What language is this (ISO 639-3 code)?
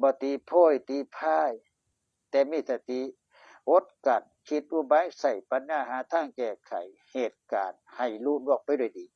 tts